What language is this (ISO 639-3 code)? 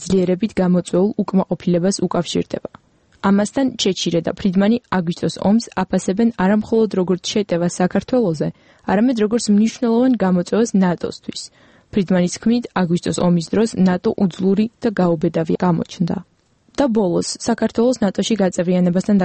kat